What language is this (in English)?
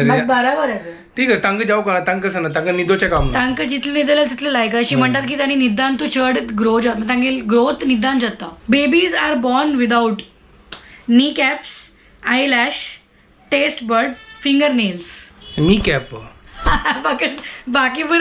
Konkani